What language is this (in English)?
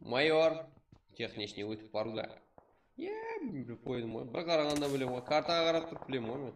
Kara-Kalpak